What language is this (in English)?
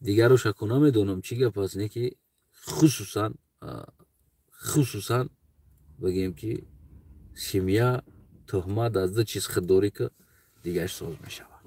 Tajik